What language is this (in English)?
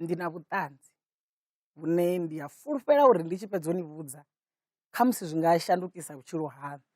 Venda